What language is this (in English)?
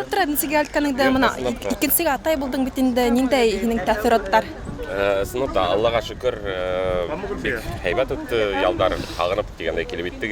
Bashkir